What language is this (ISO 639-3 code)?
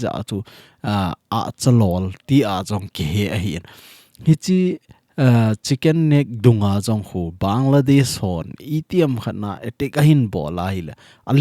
tcz